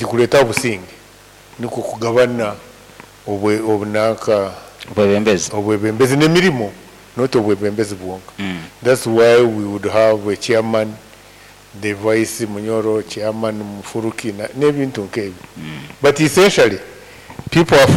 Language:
Nyoro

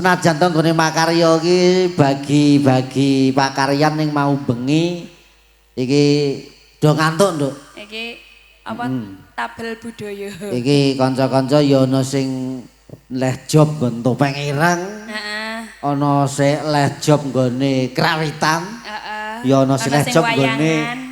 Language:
Javanese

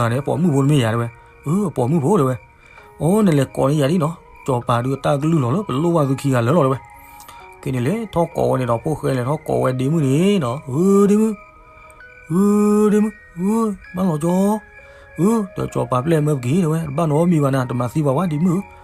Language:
S'gaw Karen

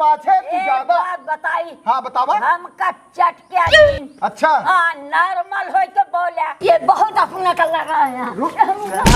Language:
Awadhi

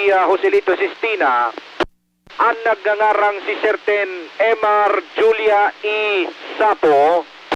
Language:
Bikol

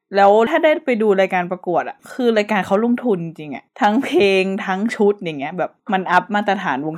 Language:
Thai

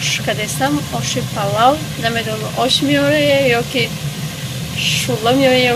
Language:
Tajik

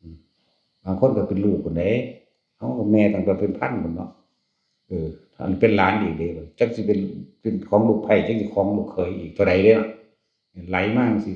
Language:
Northeastern Thai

